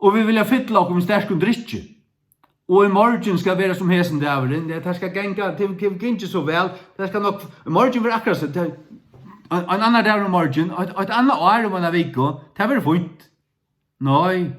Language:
Faroese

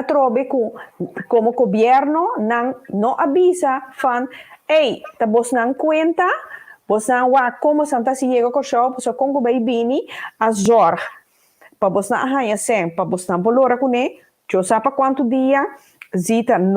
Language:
Papiamento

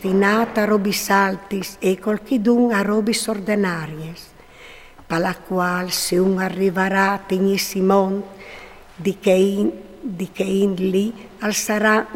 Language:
Friulian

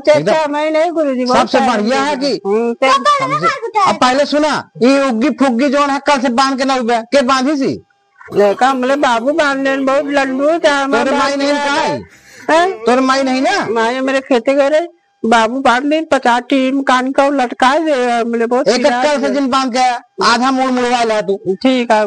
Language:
Awadhi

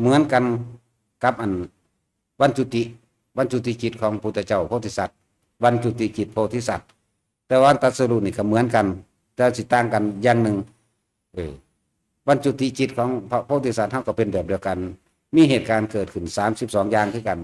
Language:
Lao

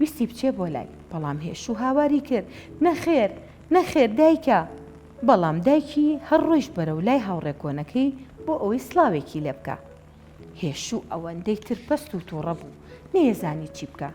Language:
Central Kurdish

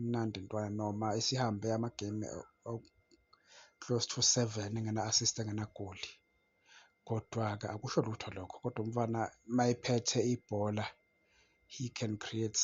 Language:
Zulu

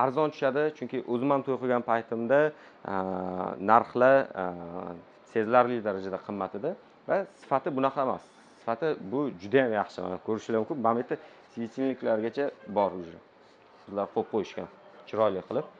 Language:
Uzbek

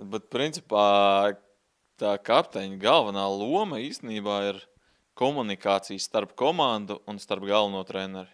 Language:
Latvian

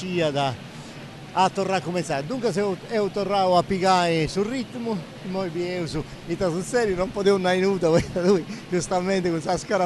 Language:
Sardinian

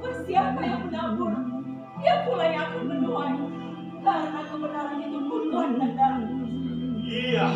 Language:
Betawi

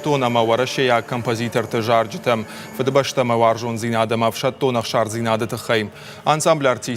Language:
Ossetic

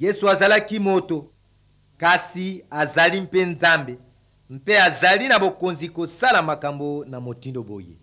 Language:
Lingala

